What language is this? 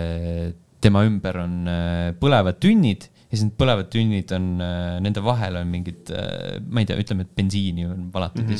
Estonian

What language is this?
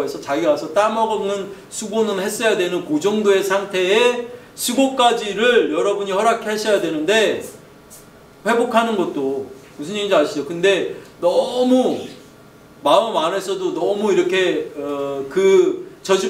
Korean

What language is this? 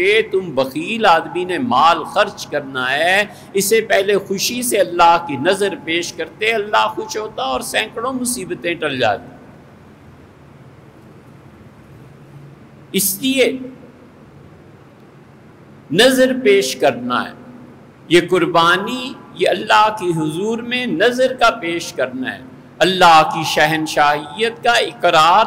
Urdu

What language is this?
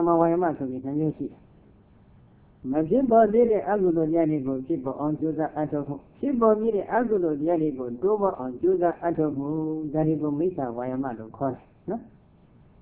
Burmese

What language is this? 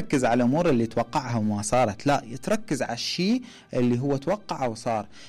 Mesopotamian Arabic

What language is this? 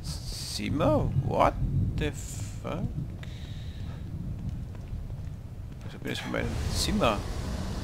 German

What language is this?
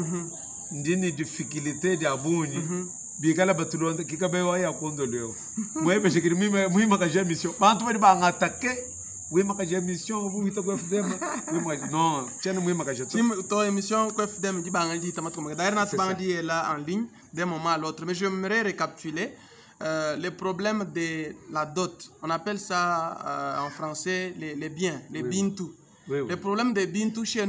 Luba-Lulua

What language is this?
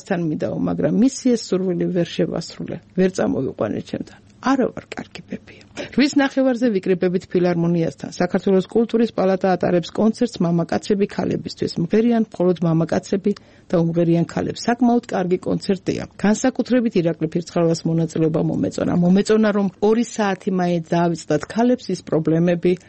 Georgian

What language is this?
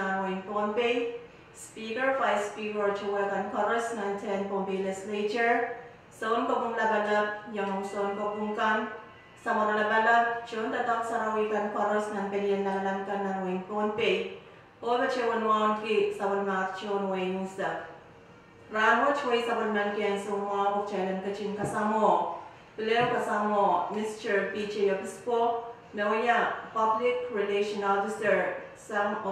Pohnpeian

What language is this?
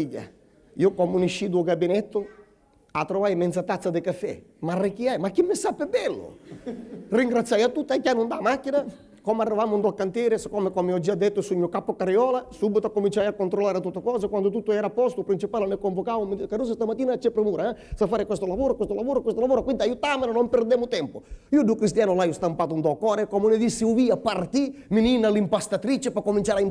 Sicilian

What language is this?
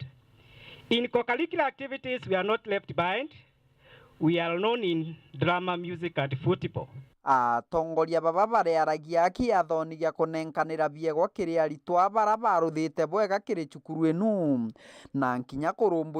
Meru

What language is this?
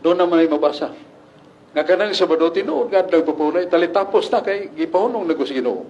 Cebuano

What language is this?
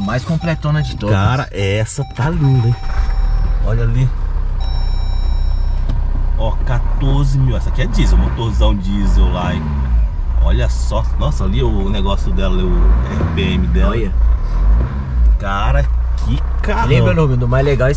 Portuguese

